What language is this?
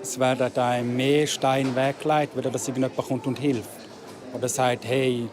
Swiss German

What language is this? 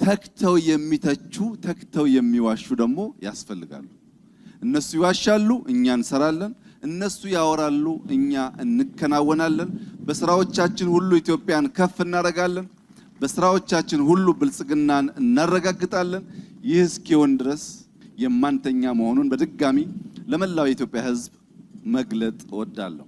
Amharic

